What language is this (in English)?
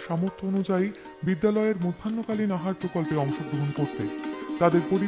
Bangla